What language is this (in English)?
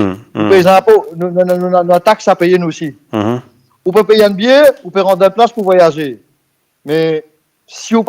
Morisyen